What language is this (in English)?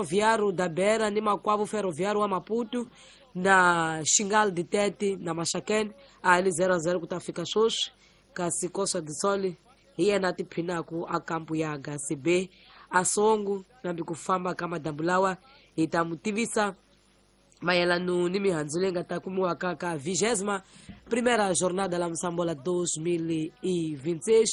Tsonga